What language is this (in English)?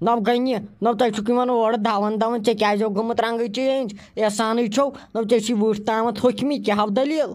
Kashmiri